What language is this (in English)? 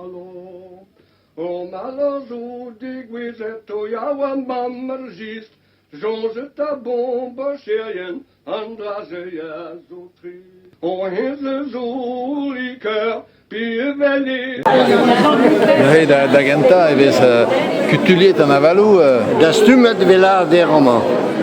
Breton